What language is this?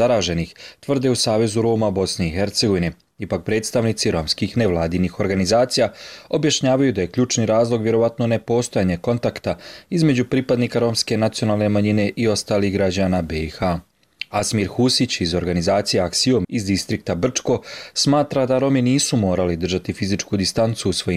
Bosnian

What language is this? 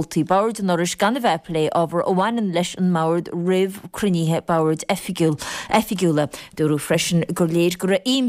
Irish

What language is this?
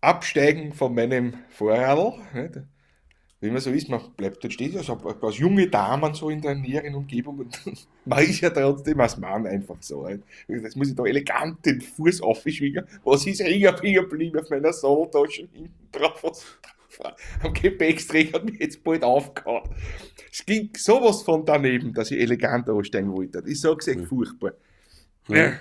Bavarian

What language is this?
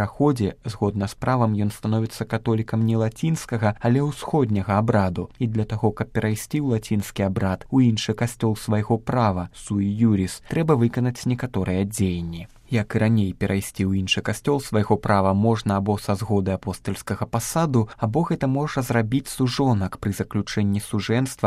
Belarusian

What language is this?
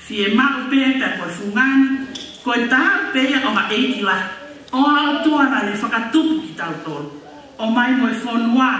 Tongan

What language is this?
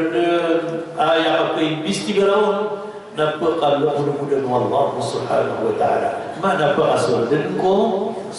Maranao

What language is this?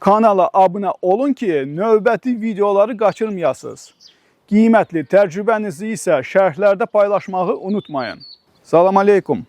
Azerbaijani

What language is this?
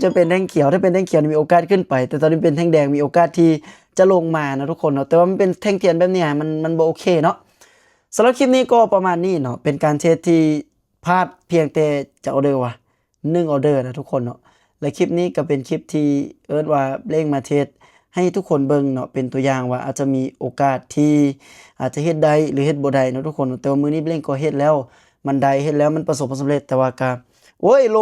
Lao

